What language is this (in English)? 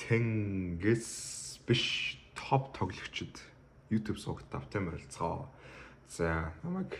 Mongolian